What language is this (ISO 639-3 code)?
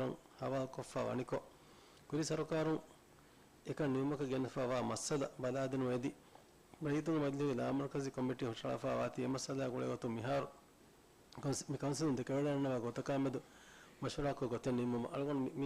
div